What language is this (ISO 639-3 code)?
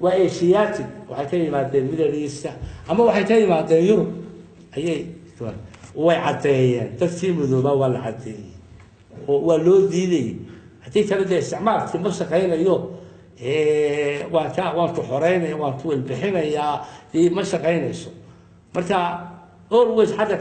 som